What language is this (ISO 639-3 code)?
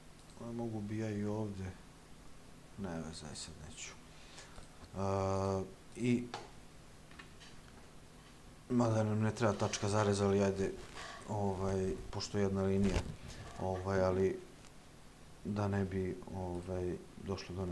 srp